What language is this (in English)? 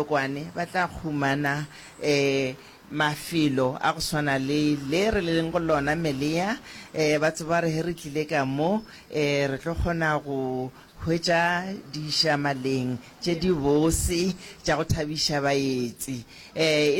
Northern Sotho